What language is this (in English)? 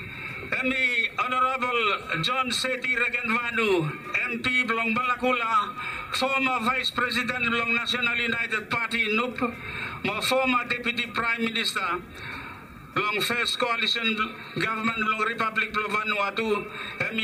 Bislama